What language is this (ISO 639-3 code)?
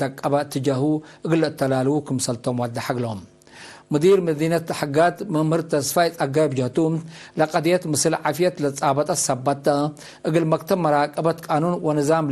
tig